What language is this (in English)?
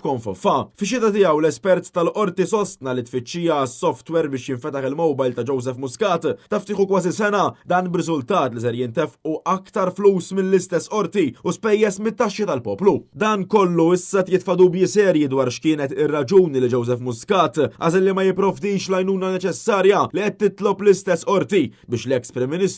Maltese